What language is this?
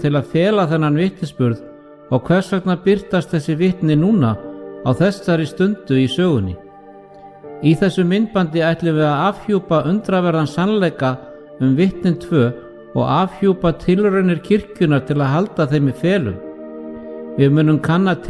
Icelandic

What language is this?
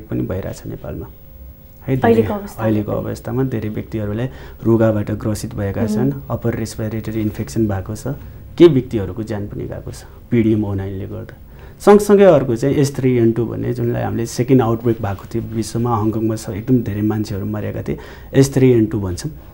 Nepali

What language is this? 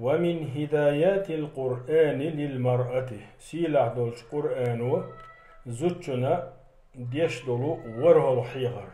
Chechen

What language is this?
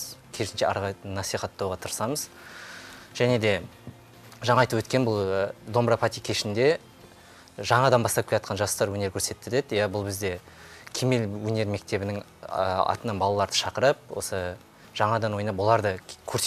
Kazakh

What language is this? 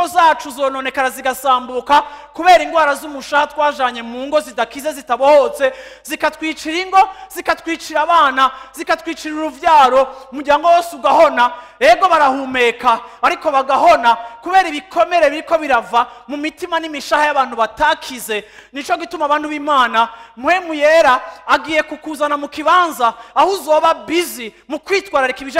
Rundi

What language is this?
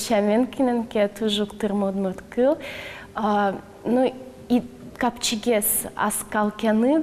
Udmurt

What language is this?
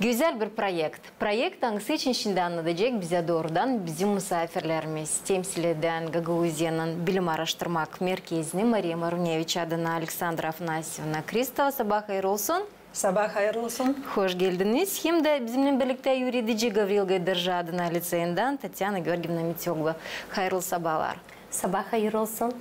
Gagauz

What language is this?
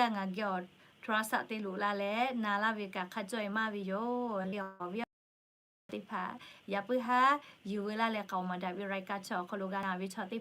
Lahu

